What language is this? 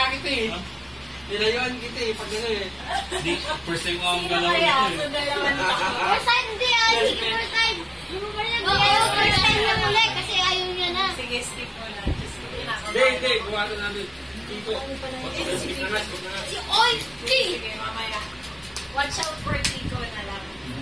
Filipino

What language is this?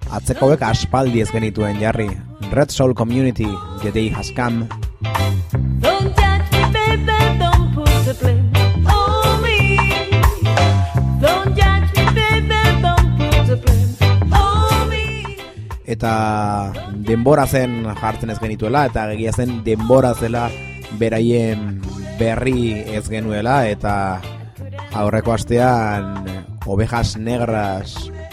Basque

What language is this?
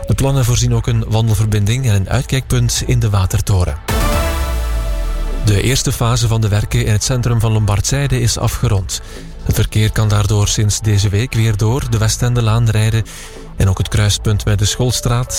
Dutch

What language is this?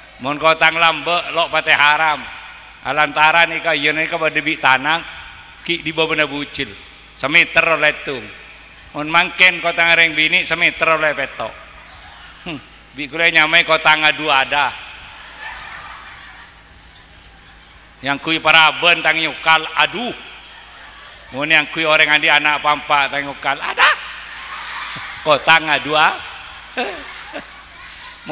Madurese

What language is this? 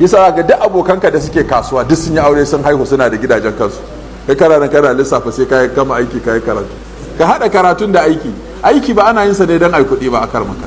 Hausa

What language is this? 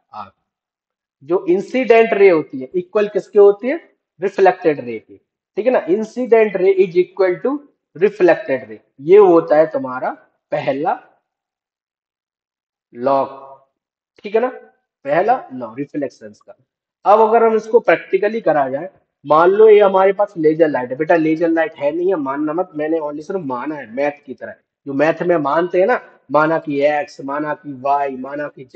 Hindi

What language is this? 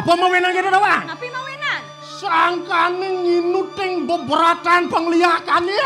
Balinese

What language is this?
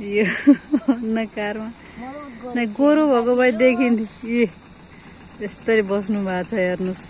Nepali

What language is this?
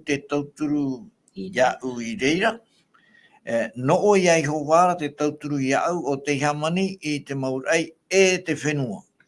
Tahitian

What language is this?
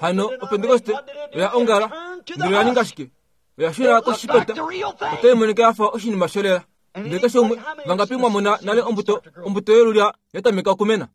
Kuanyama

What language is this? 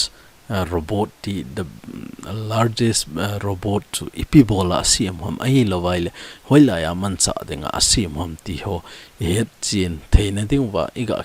Thado Chin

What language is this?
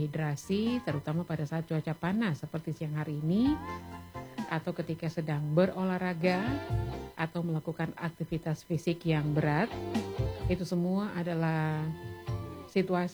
Indonesian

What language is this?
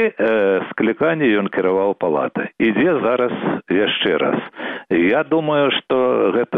Belarusian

